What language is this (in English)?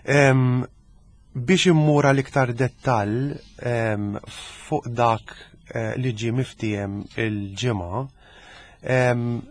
Maltese